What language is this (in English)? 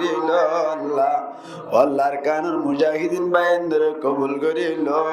Rohingya